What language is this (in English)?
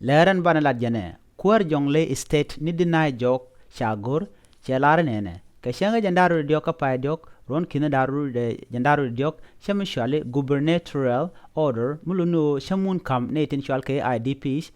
Nuer